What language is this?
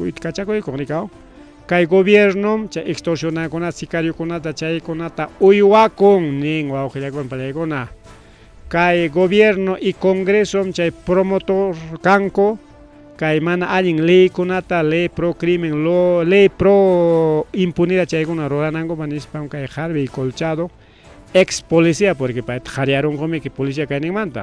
Ayacucho Quechua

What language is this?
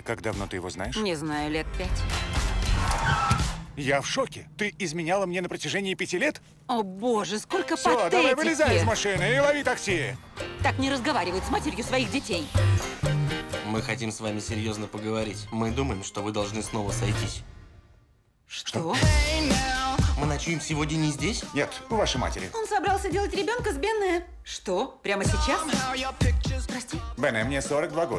Russian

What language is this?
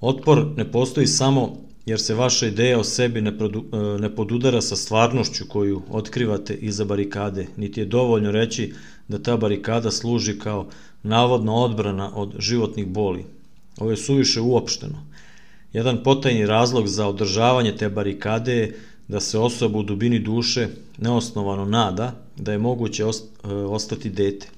Serbian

